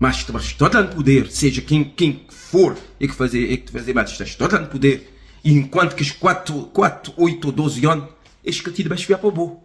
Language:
Kabuverdianu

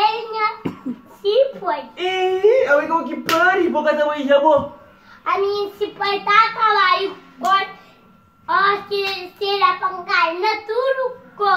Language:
Kabuverdianu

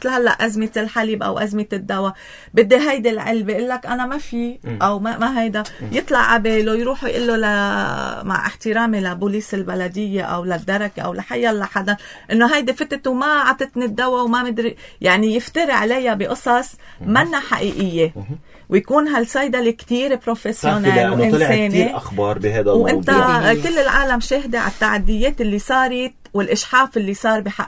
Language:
North Levantine Arabic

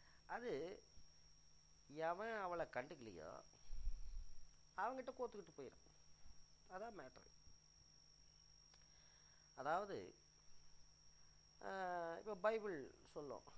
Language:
Tamil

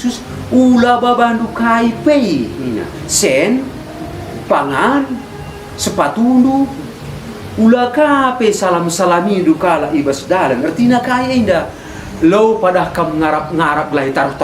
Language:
Batak Karo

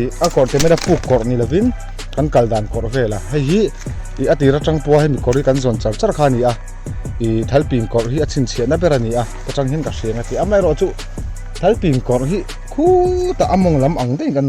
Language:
Mizo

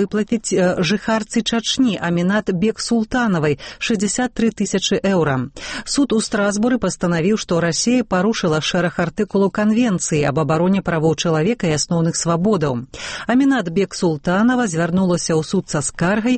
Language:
Belarusian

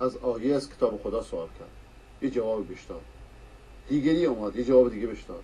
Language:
Persian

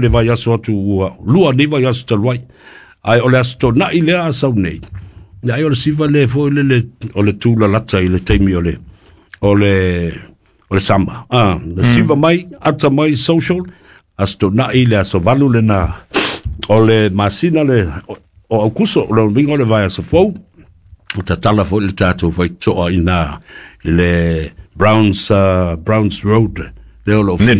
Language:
Samoan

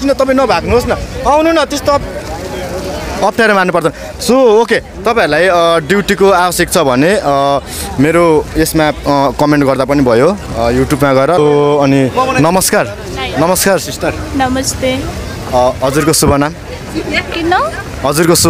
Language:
Nepali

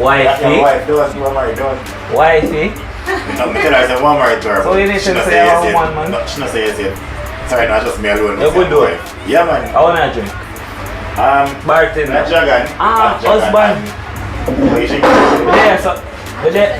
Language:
Jamaican Creole English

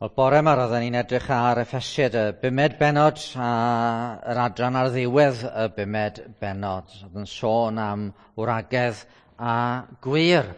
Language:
Welsh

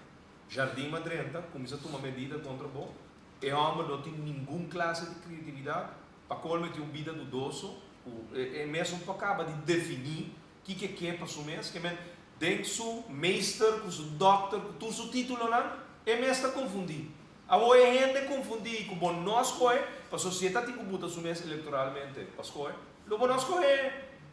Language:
Papiamento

